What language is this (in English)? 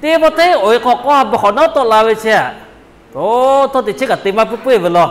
Lahu